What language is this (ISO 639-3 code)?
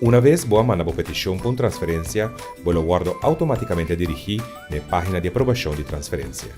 pap